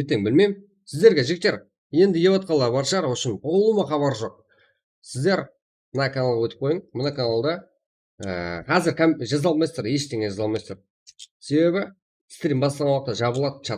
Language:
Kara-Kalpak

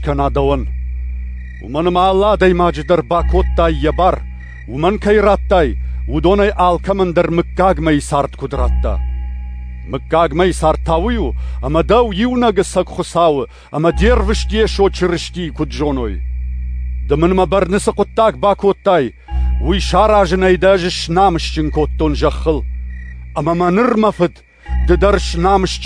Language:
Ossetic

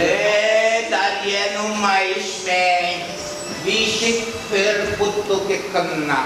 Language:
Chuvash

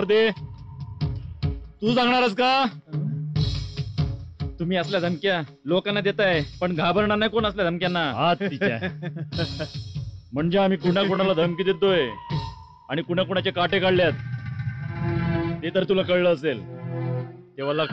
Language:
Marathi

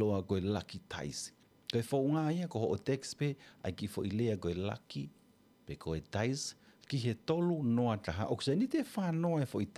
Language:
Tongan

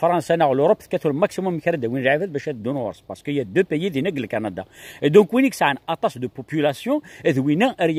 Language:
Kabyle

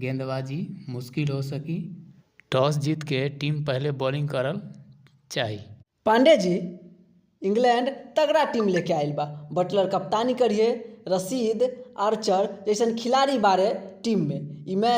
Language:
Bhojpuri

